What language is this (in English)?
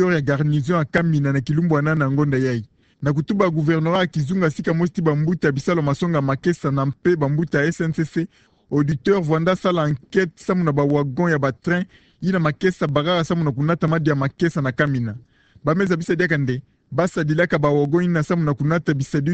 Kituba (Democratic Republic of Congo)